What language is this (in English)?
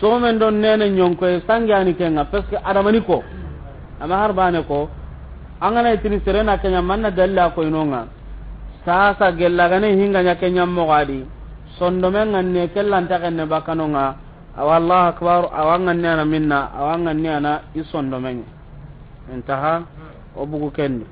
Soninke